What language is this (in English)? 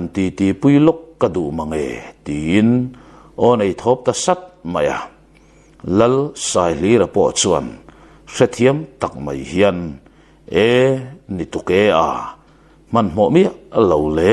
Mizo